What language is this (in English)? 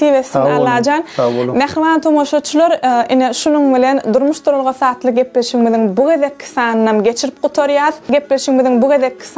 Turkmen